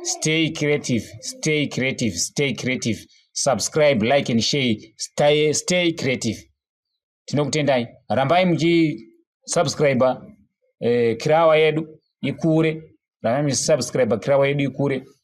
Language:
Shona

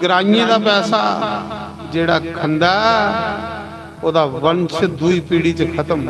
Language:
Dogri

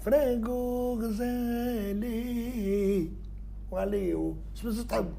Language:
Tunisian Arabic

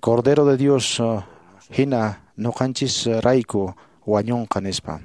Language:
Quechua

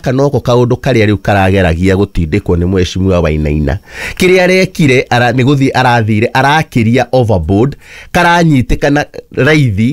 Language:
Kikuyu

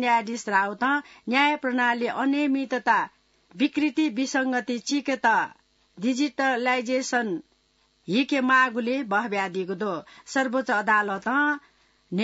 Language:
Newari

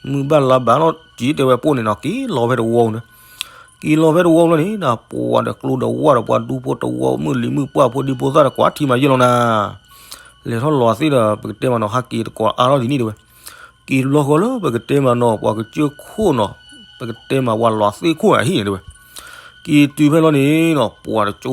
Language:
S'gaw Karen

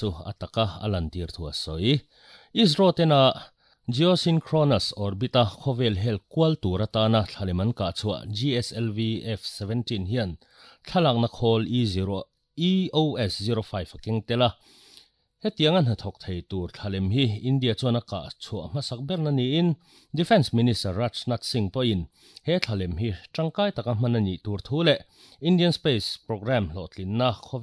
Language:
Mizo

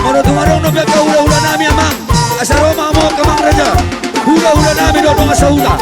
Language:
Batak Toba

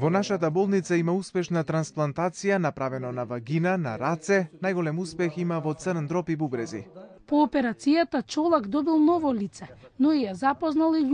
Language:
Macedonian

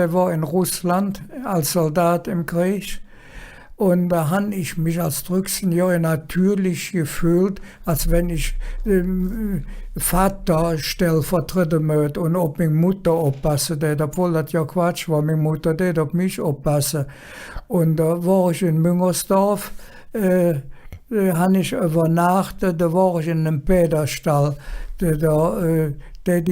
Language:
Colognian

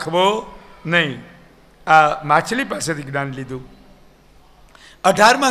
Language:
Gujarati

